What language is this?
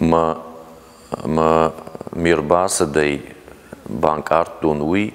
Ossetic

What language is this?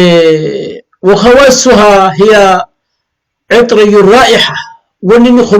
Oromo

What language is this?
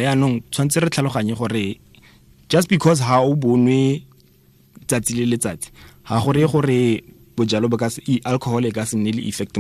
Tswana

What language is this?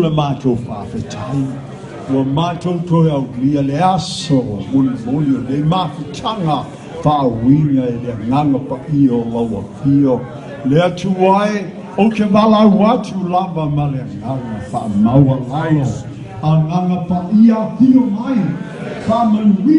Samoan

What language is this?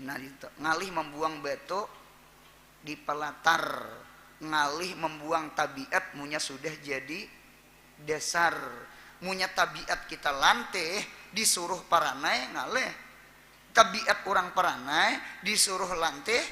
Banjar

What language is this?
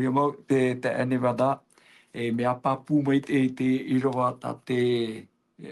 Tahitian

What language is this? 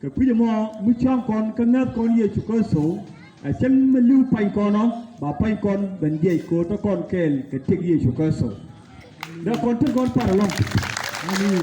Nuer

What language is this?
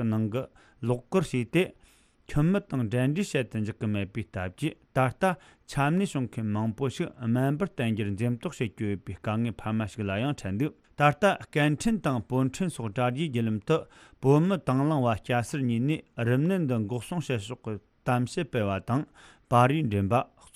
Tibetan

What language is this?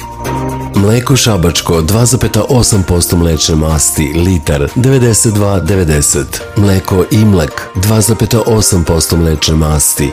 Serbian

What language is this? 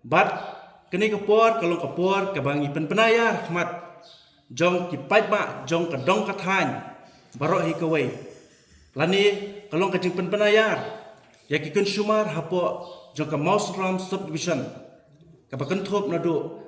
Khasi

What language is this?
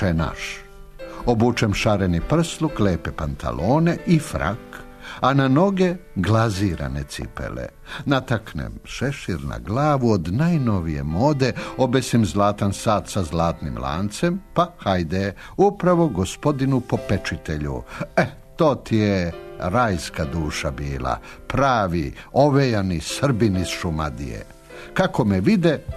Serbian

